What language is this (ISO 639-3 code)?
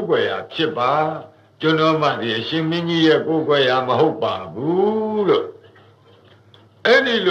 mya